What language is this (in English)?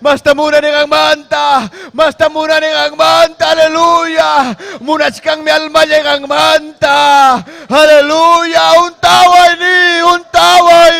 Ayacucho Quechua